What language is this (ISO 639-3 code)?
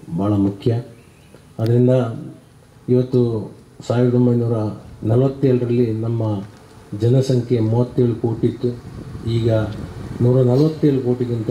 kan